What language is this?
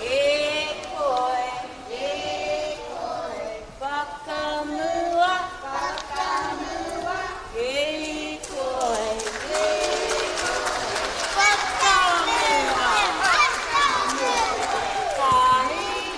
Māori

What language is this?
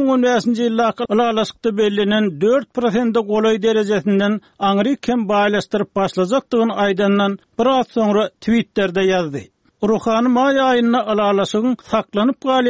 Turkmen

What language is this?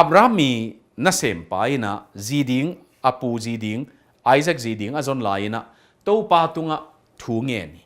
Tedim Chin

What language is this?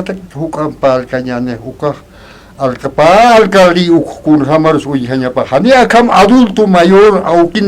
Aymara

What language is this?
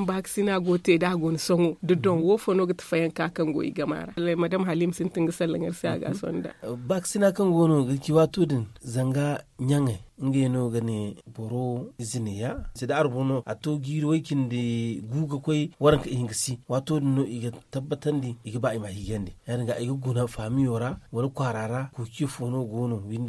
Zarma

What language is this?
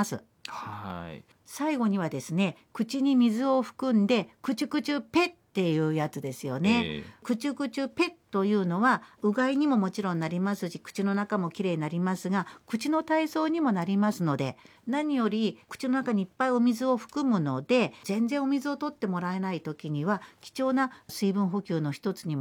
Japanese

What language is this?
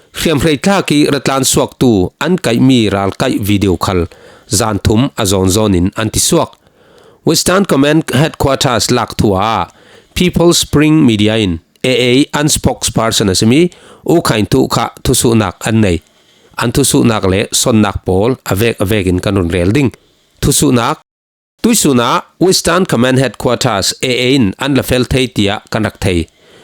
Falam Chin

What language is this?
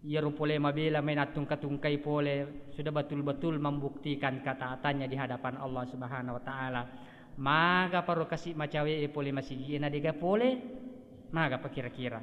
Buginese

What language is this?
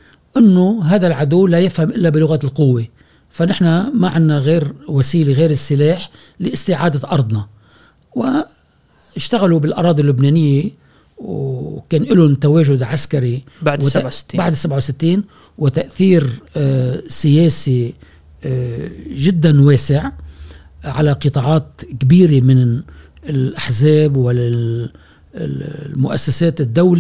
Gulf Arabic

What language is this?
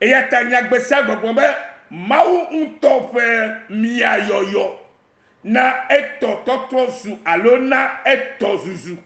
Ewe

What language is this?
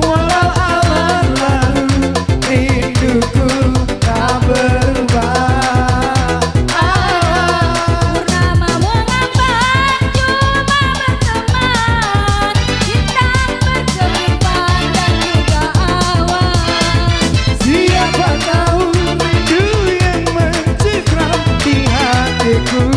Musi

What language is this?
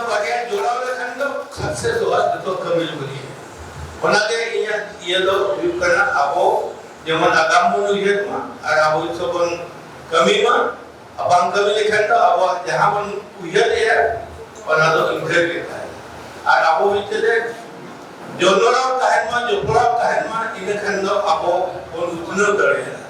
Santali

